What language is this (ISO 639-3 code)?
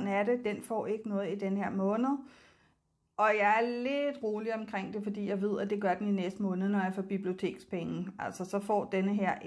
dan